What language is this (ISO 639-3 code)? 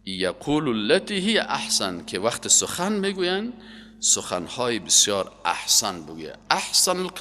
fas